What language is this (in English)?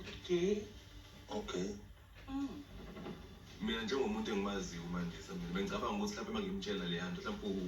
Zulu